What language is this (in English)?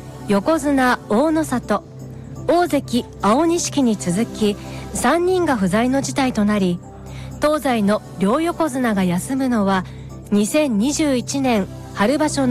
Japanese